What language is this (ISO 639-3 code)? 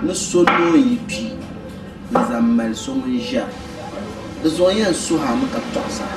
dag